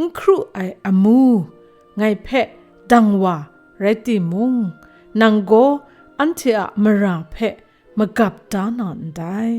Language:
Kachin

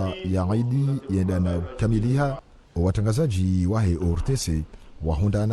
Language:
Ngazidja Comorian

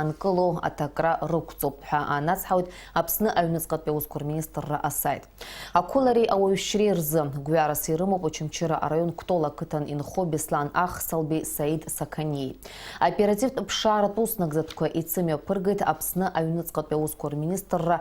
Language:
Abkhazian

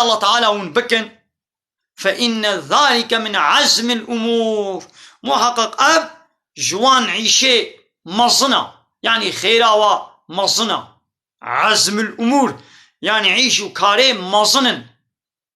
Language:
Kurdish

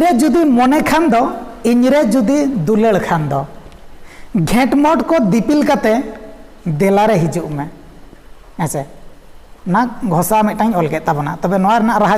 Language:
Santali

